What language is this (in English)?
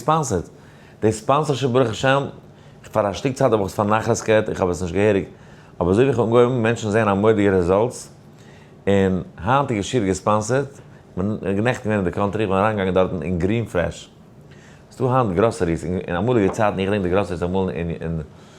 Yiddish